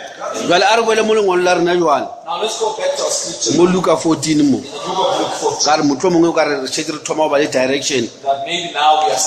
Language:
Northern Sotho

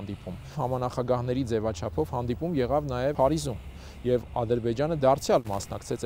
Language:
Armenian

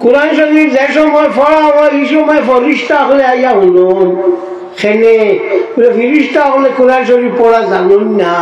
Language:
Sylheti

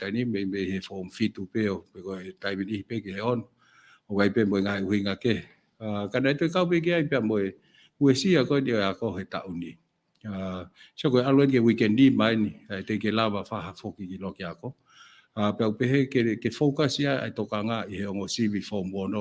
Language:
Tongan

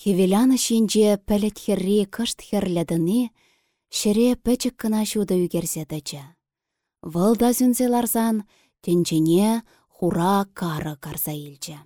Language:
Chuvash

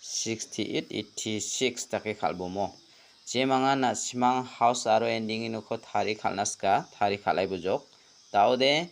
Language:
Garo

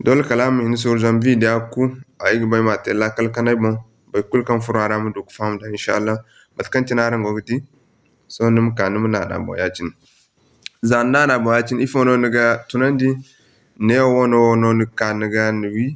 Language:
Zarma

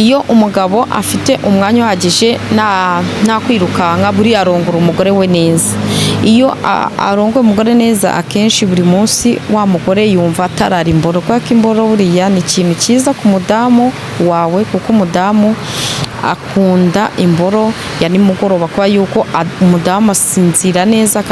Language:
Kinyarwanda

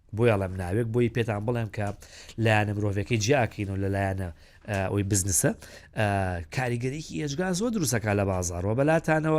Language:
Central Kurdish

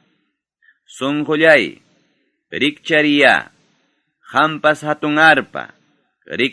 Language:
Ayacucho Quechua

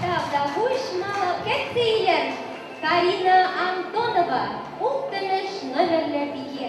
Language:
Chuvash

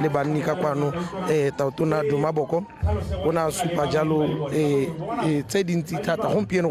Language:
Tswana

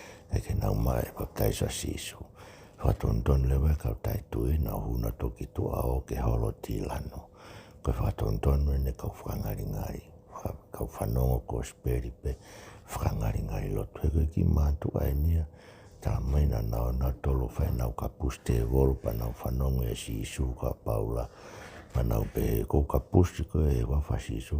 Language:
Tongan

